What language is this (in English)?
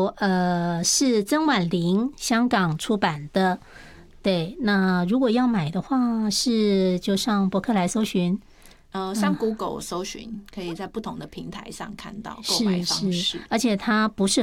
Chinese